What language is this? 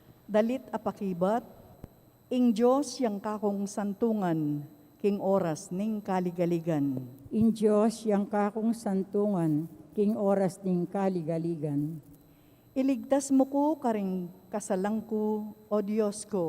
Pampanga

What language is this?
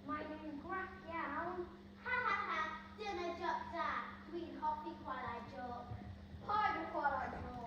Welsh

